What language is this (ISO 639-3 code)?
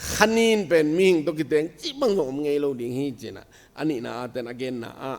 ctd